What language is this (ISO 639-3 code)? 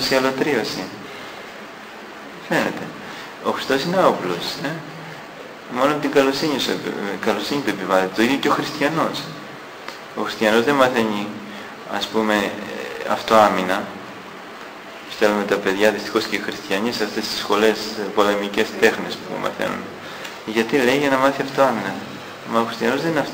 ell